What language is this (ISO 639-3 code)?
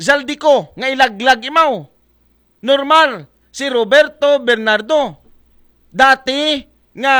akl